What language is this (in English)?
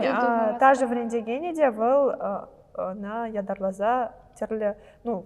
Chuvash